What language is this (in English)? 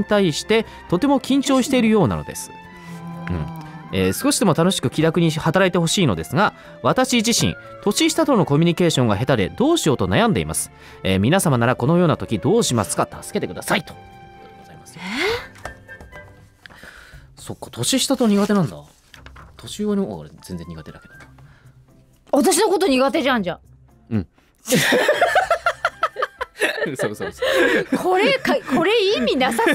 Japanese